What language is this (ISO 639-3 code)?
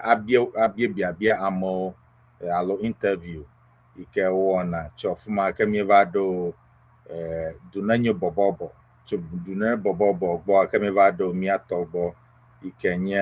ewe